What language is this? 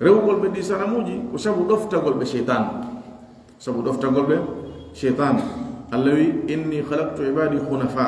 Pular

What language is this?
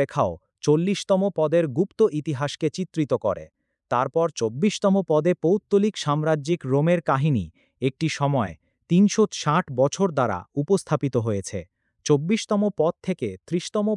Bangla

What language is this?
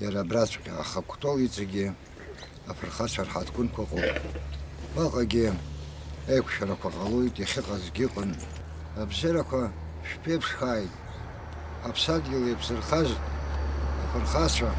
Abkhazian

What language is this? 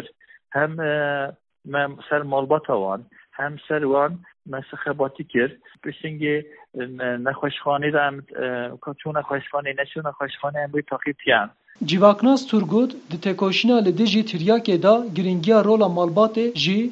Kurdish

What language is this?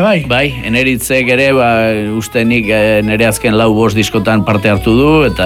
Basque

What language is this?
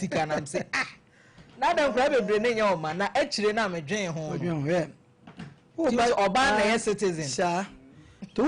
Akan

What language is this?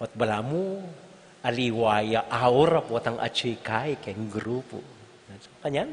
Pampanga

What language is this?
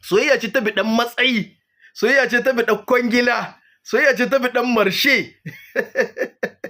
Hausa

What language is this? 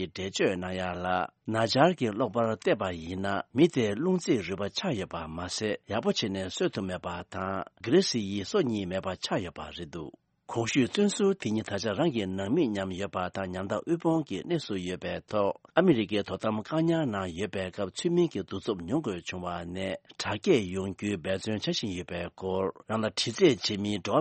Tibetan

